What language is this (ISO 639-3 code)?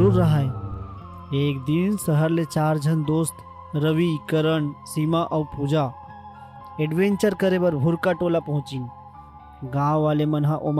hne